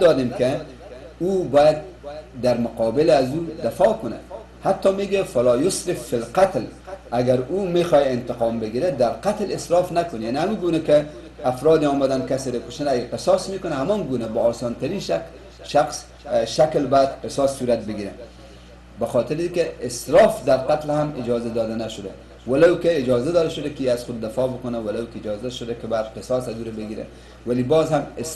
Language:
Persian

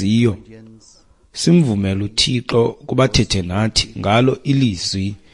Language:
Xhosa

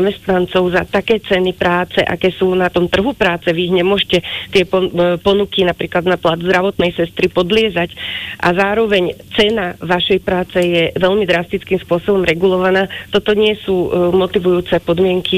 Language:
Slovak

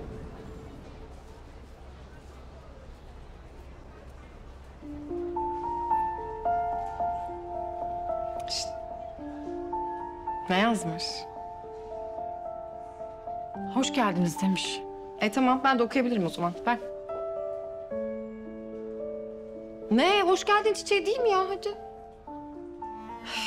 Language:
Turkish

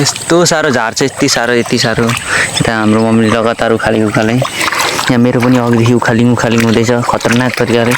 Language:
Nepali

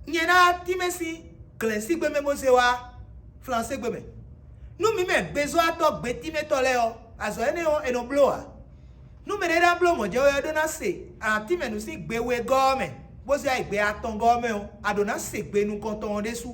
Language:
Fon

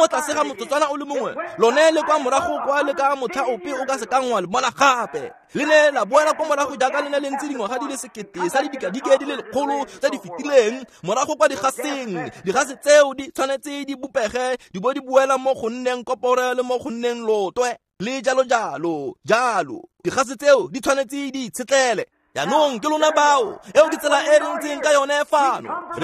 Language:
Tswana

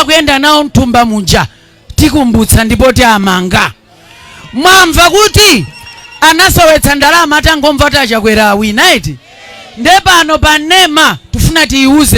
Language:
Nyanja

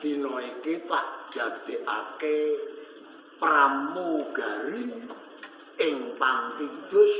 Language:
Javanese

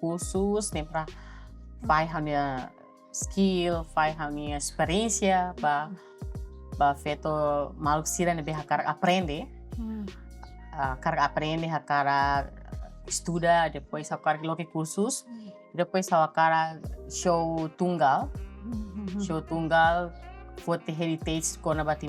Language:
Tetum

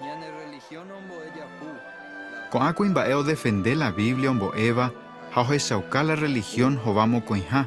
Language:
Guarani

